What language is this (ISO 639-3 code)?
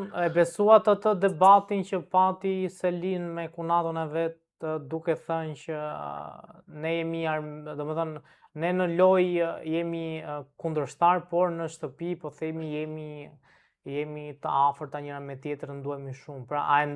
sqi